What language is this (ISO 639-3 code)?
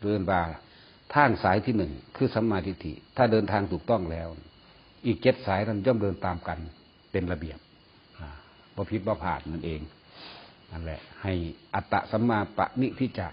tts